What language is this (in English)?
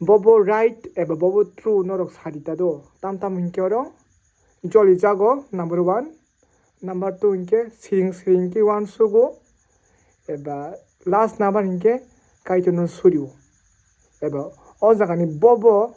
Kok Borok